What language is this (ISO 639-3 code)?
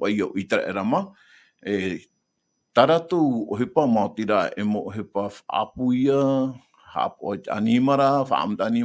tah